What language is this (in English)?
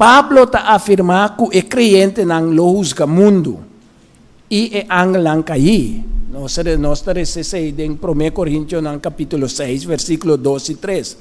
Papiamento